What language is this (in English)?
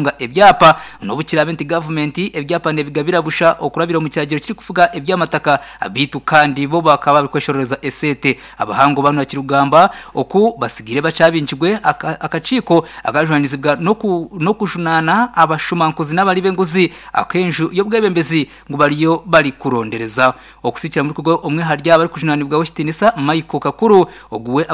Nyankole